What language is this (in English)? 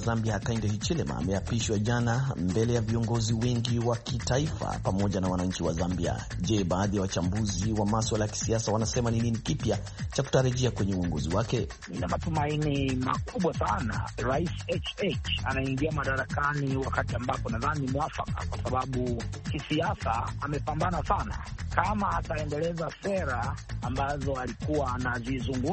Swahili